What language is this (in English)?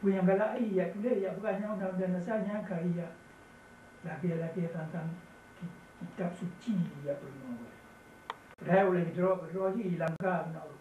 Achinese